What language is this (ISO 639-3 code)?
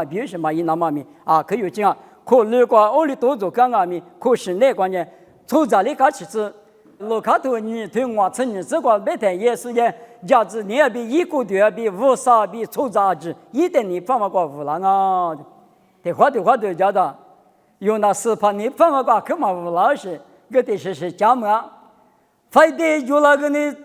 lis